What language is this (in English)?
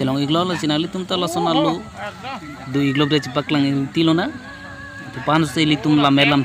Karbi